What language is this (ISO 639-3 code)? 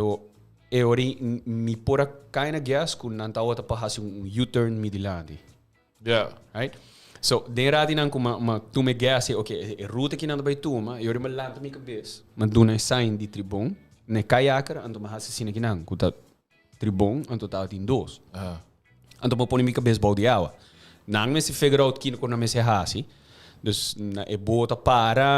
pap